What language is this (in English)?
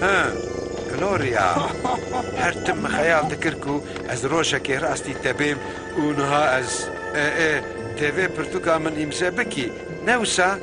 Kurdish